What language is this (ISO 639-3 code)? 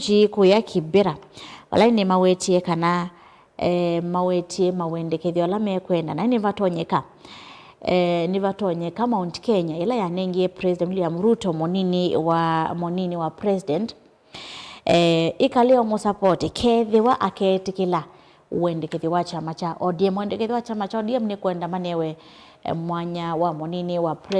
kam